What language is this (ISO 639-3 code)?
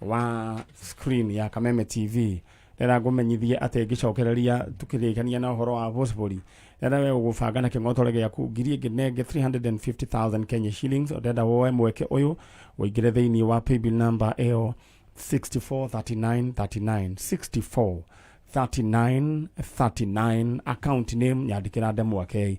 kik